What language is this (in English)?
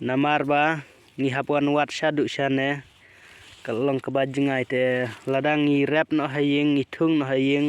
Khasi